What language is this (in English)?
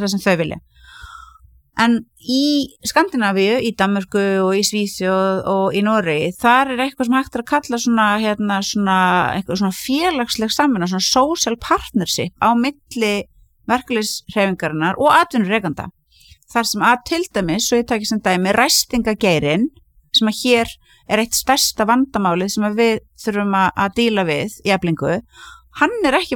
Icelandic